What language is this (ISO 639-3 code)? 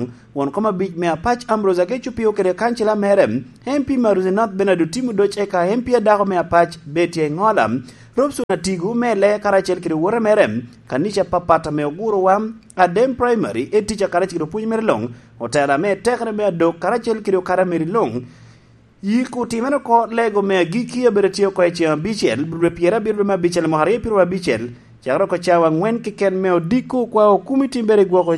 laj